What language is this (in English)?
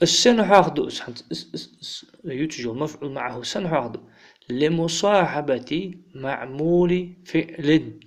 Ingush